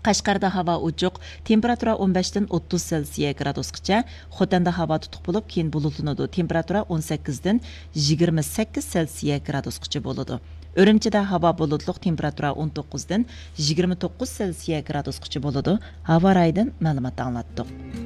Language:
Uyghur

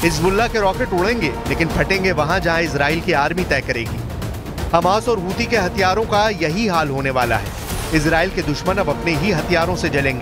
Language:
Hindi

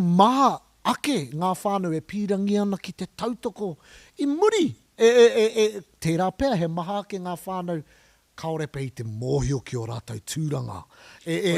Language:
Māori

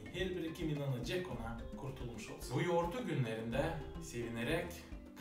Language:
Gagauz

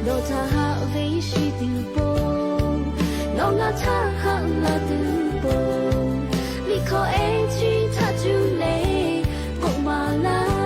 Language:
Lahu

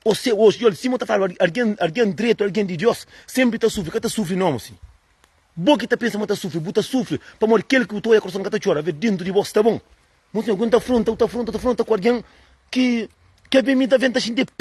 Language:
Kabuverdianu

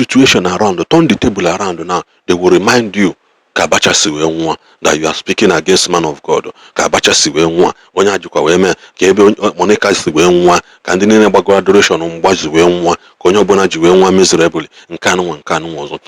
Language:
Igbo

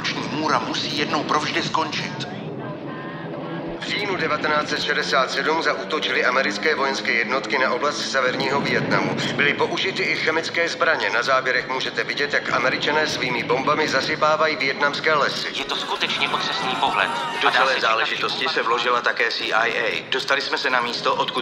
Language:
Czech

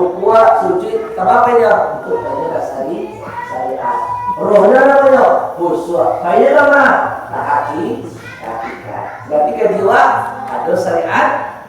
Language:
Minangkabau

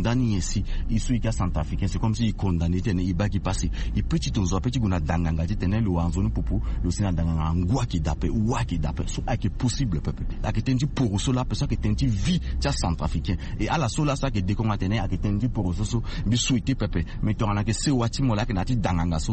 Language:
Sango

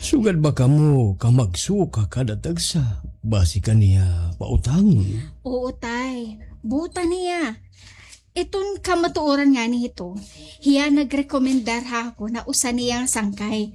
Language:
Waray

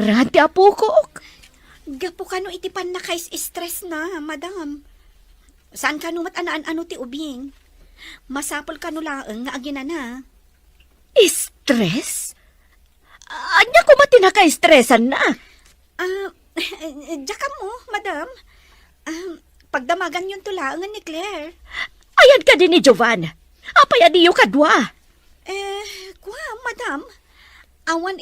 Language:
Iloko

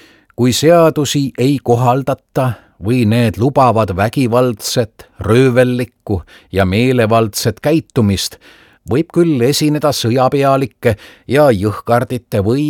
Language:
Estonian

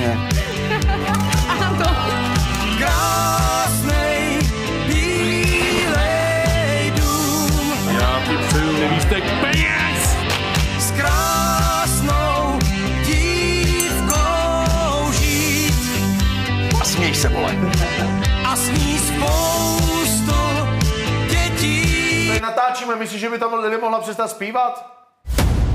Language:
Czech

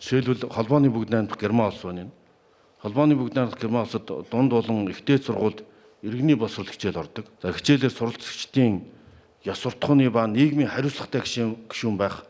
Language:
Mongolian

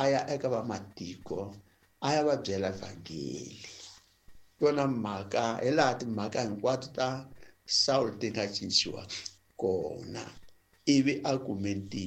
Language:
Tsonga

